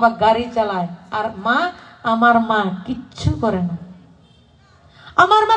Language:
Bangla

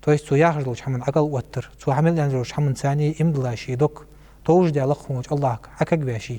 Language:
Ingush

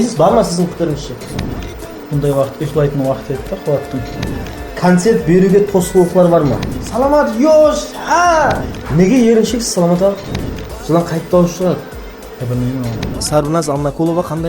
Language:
Kara-Kalpak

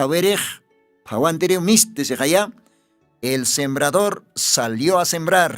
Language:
Aymara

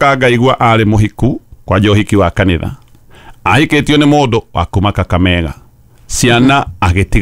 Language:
Kikuyu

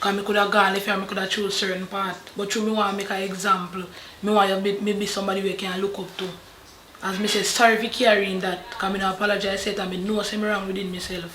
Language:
Jamaican Creole English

